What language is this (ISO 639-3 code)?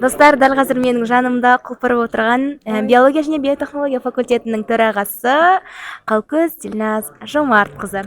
kaz